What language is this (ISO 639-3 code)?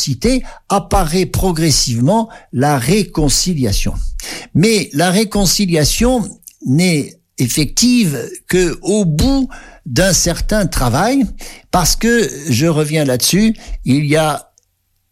fra